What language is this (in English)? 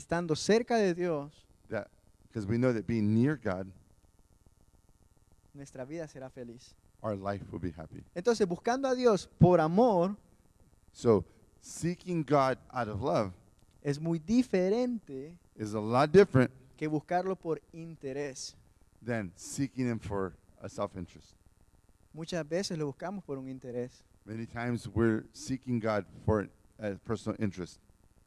Spanish